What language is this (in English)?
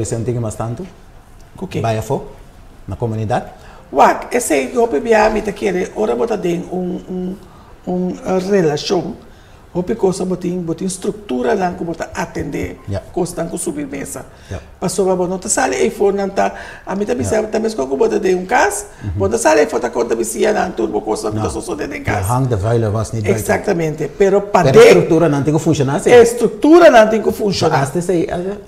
Papiamento